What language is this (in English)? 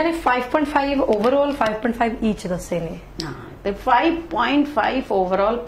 Punjabi